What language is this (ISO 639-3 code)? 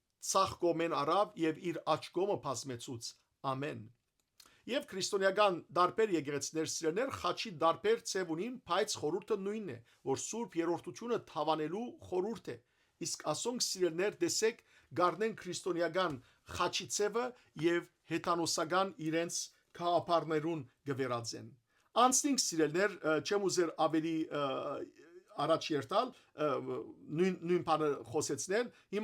hyw